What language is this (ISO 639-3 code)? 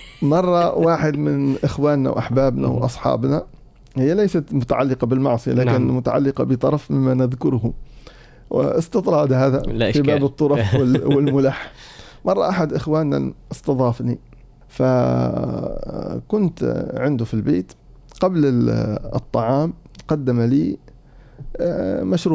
ara